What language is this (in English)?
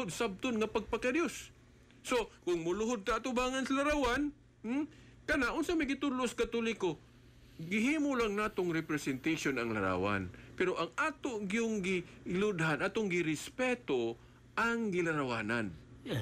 Cebuano